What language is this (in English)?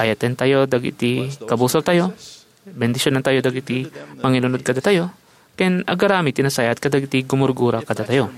Iloko